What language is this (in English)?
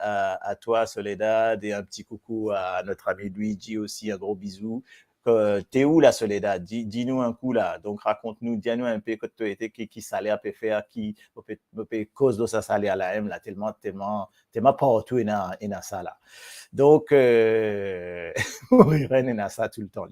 Morisyen